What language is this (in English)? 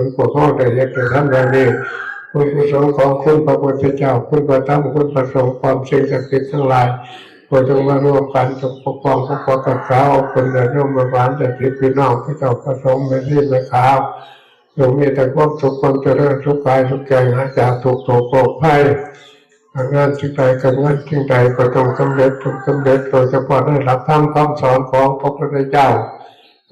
Northeastern Thai